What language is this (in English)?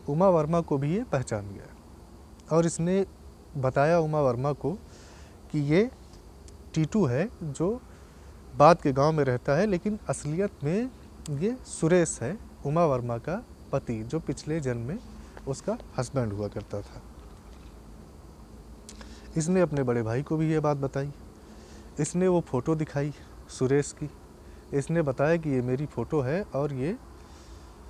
Hindi